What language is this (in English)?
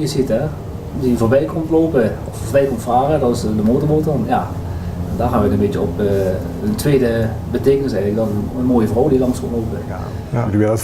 Limburgish